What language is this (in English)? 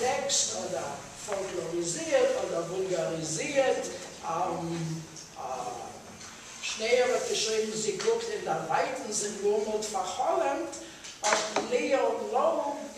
Yiddish